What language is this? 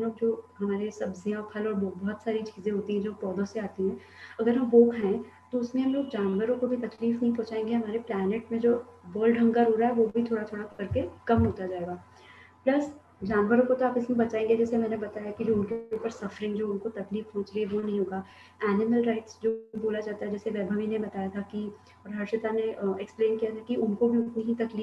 Hindi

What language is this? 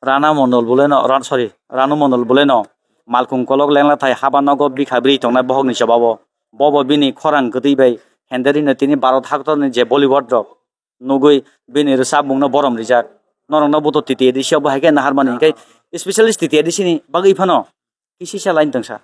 Kok Borok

